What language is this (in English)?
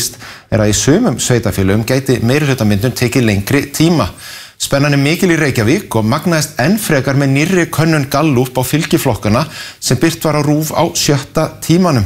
Icelandic